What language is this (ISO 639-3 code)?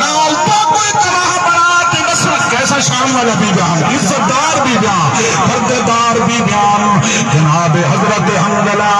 skr